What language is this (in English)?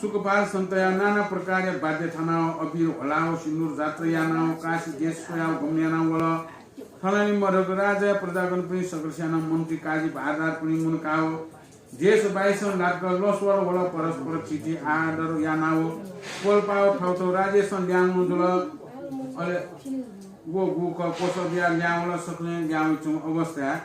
Newari